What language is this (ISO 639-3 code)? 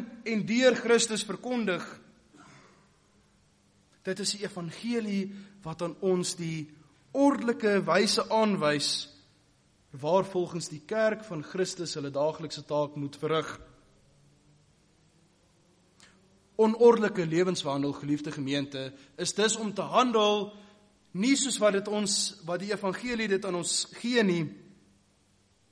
afr